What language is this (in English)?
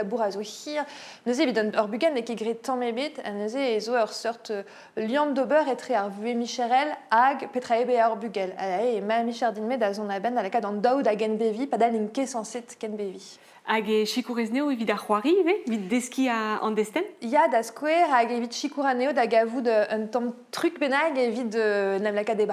Breton